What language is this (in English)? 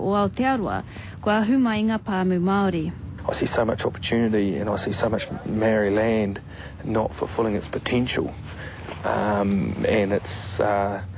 Māori